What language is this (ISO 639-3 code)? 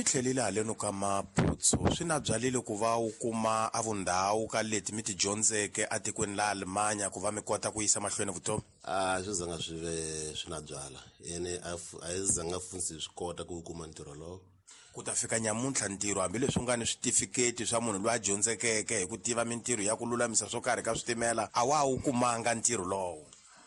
tso